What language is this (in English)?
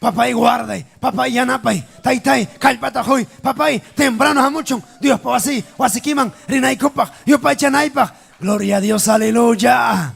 Ayacucho Quechua